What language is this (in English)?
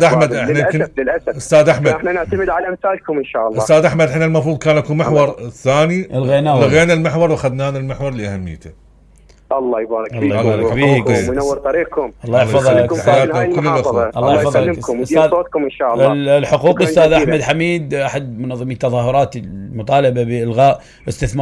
Mesopotamian Arabic